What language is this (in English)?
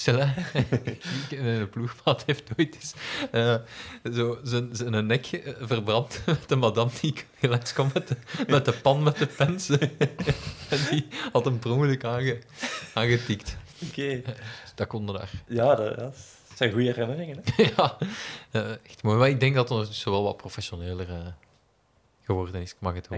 Dutch